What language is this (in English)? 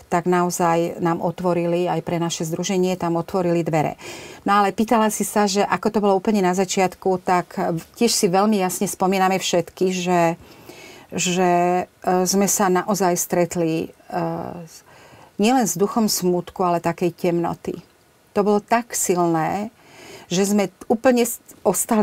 Slovak